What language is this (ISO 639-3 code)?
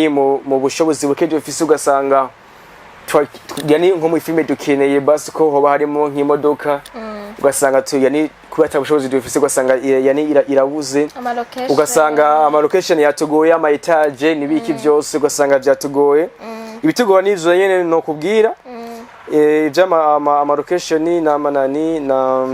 run